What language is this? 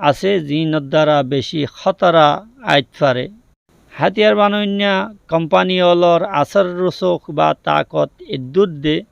Rohingya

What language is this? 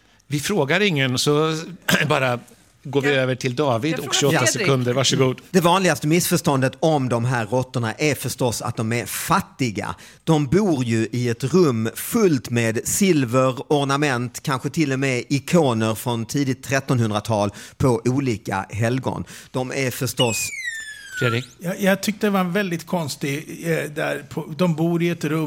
Swedish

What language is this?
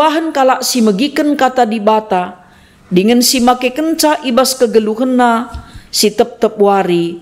Batak Karo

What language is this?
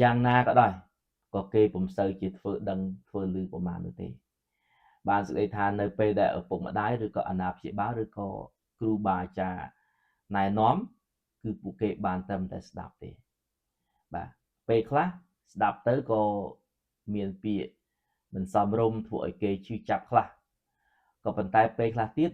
Khmer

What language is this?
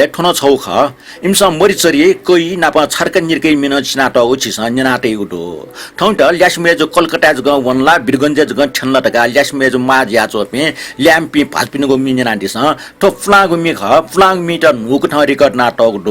Newari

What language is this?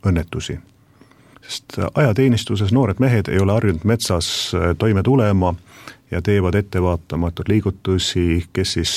Estonian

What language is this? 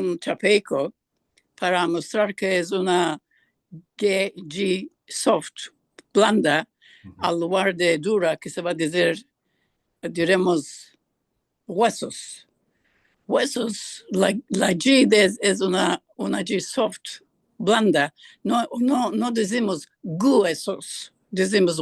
Ladino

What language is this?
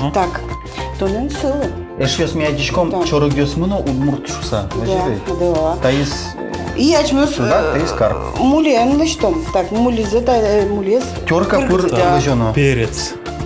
Udmurt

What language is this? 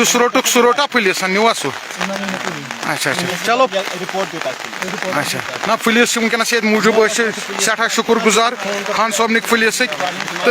Kashmiri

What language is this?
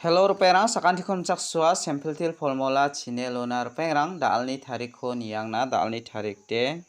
Garo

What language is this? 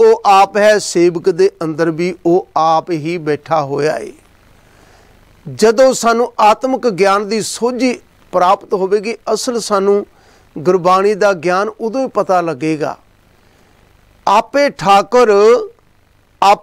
Punjabi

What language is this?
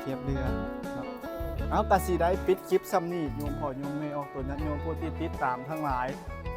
Northeastern Thai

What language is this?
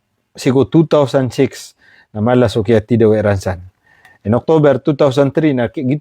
Maranao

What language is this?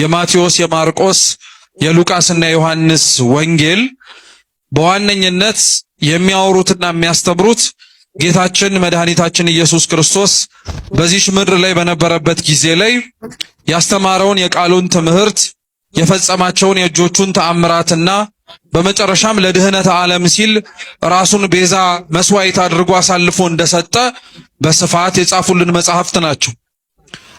Amharic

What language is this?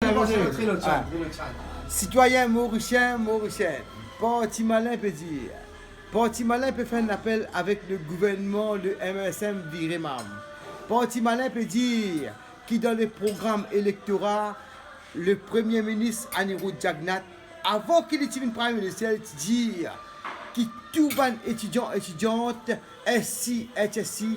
Morisyen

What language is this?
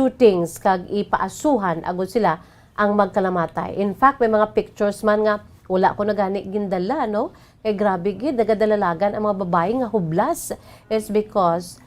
Hiligaynon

